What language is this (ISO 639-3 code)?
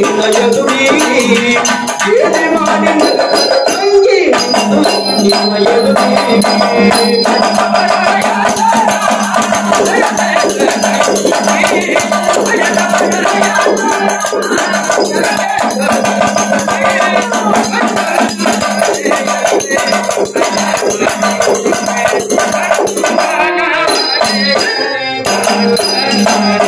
kan